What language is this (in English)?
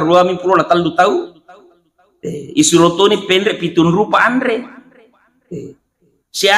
Buginese